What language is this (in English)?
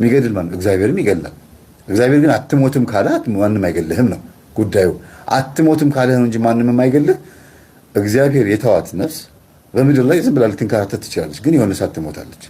Amharic